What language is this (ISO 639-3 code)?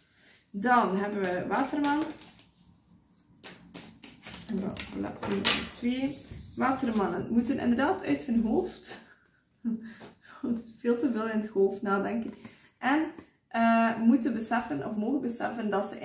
nld